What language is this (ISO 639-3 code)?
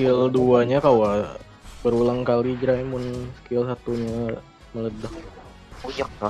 bjn